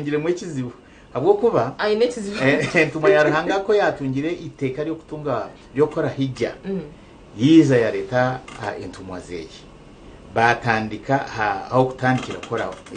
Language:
Nyankole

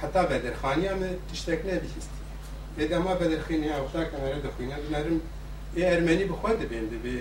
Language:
Kurdish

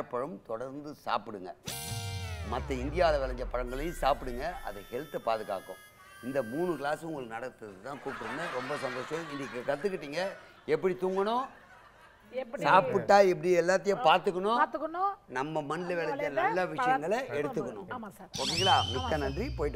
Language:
Tamil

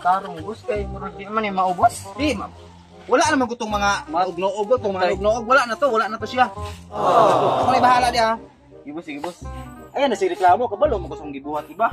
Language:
Cebuano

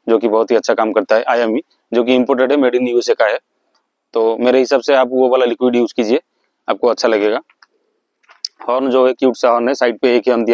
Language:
Hindi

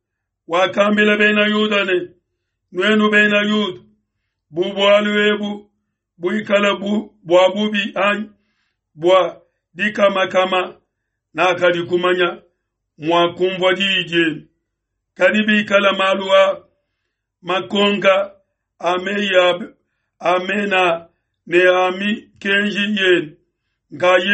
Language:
Luba-Lulua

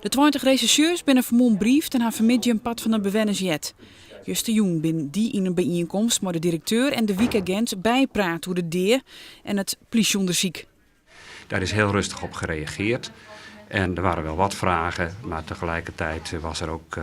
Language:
Western Frisian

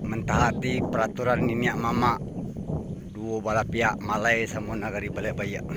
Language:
Minangkabau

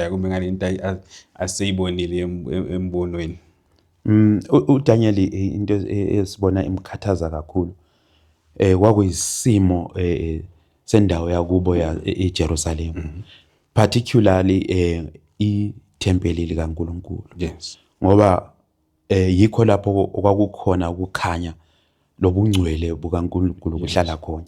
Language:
Zulu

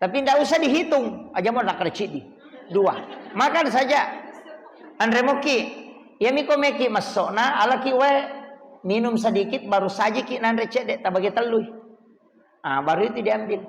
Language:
Buginese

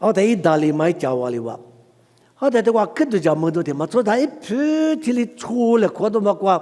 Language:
Lisu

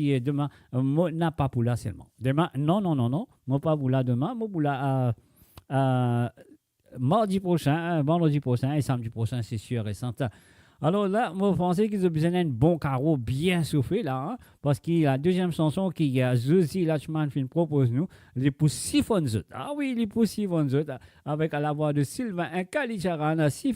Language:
Morisyen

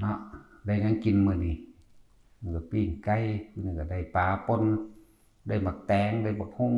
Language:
Northeastern Thai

